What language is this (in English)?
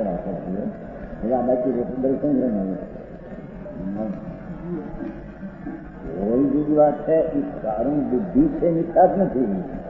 Gujarati